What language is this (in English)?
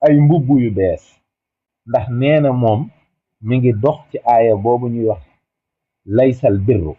Wolof